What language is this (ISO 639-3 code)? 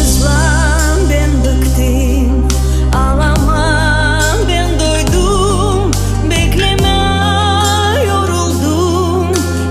gag